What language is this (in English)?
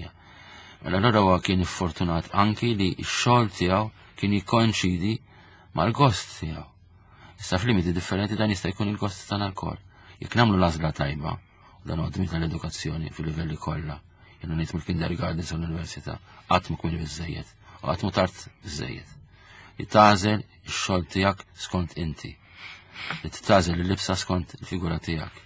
Maltese